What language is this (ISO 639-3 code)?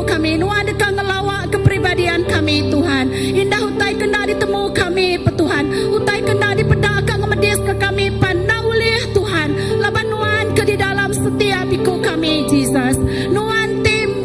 iba